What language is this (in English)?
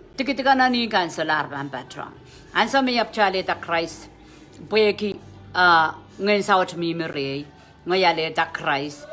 Pohnpeian